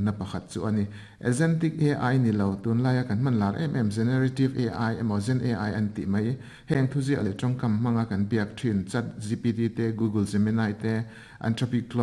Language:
Mizo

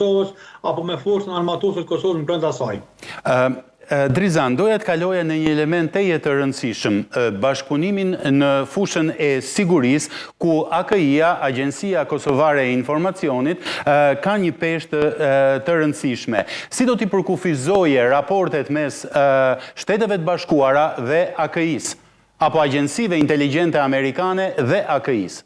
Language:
Albanian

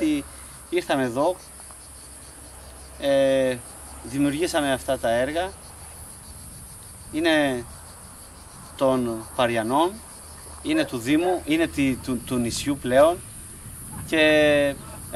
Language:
Greek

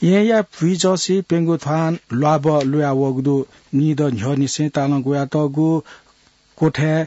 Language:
Newari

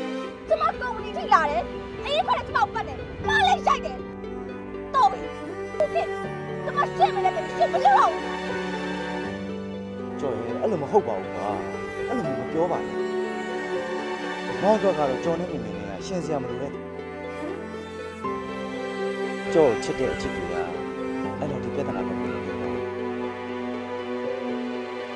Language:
Burmese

